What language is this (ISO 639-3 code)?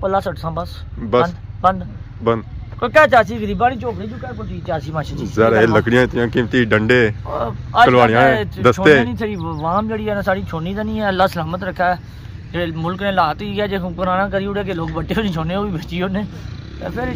phr